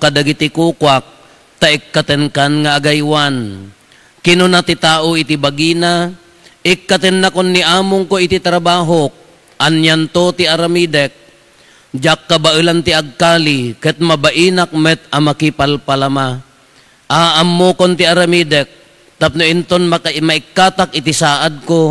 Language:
Iloko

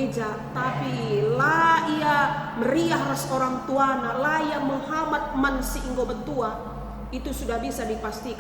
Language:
Batak Karo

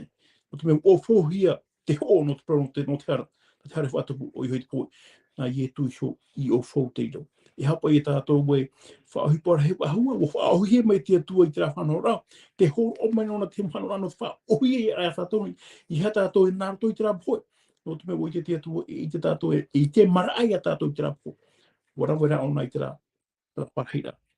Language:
Tahitian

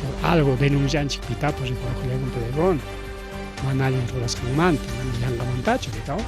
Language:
Ayacucho Quechua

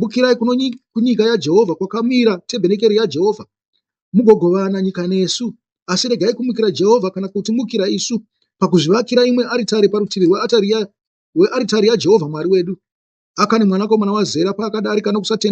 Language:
Shona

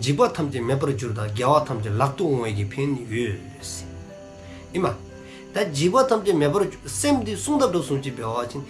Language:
Dzongkha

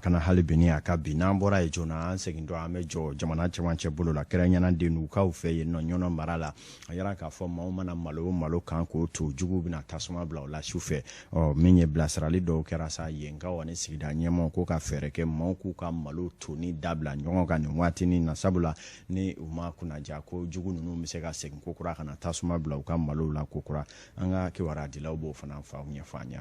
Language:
Bambara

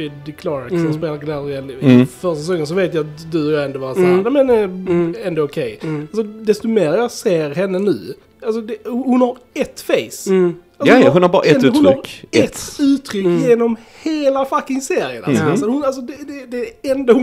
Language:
Swedish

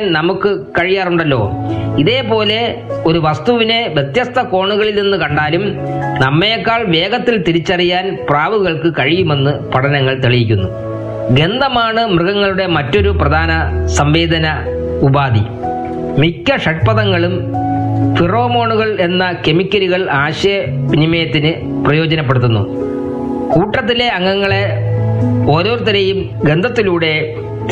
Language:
Malayalam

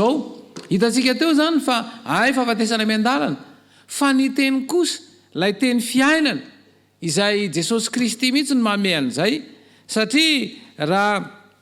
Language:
Malagasy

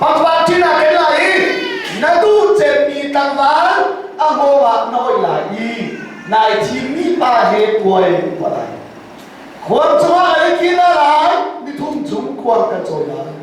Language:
Hakha Chin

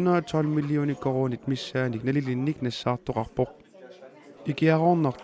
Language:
Kalaallisut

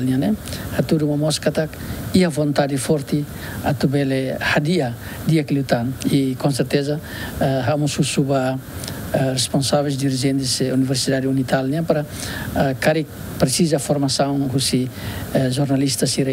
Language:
Tetum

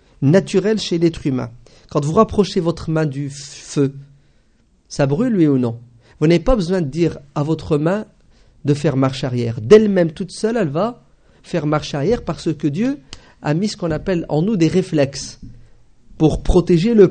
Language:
French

